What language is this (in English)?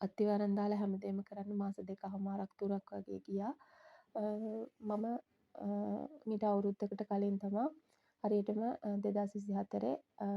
Sinhala